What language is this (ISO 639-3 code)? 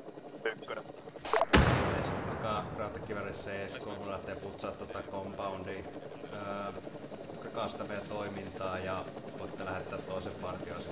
fin